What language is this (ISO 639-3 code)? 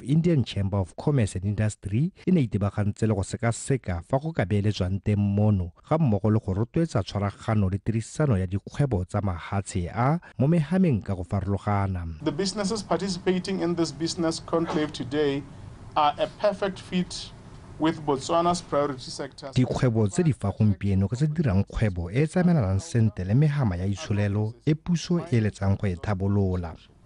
tsn